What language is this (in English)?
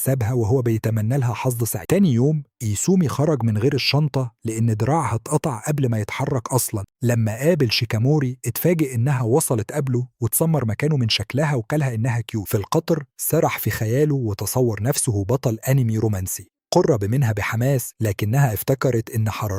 Egyptian Arabic